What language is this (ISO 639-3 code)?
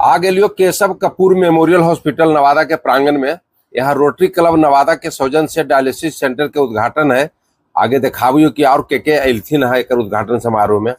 mag